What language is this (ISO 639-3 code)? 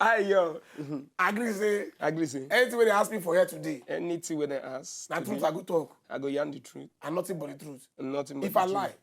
pcm